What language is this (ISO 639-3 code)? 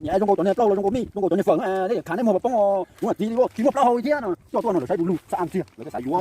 hmn